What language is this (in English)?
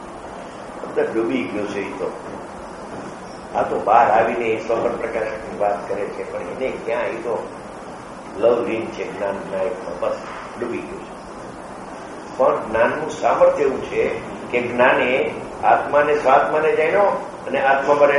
Gujarati